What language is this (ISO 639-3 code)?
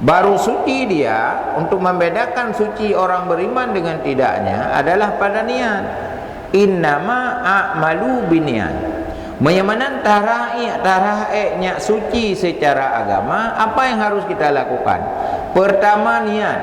ace